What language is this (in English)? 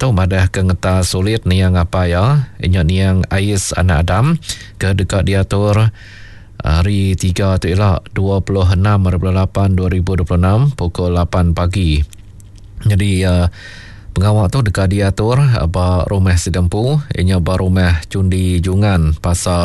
Iban